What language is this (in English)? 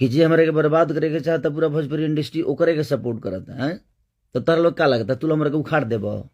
Bhojpuri